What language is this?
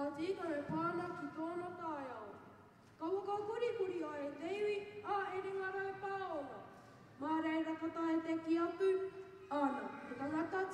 Māori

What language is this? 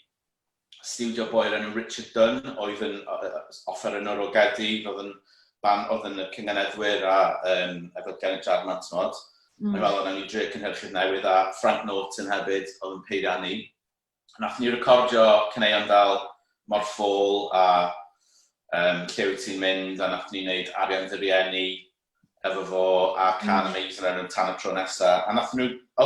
Welsh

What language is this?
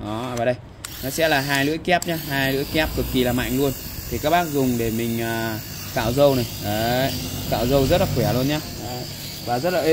Vietnamese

